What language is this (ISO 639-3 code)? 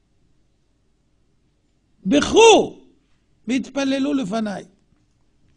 heb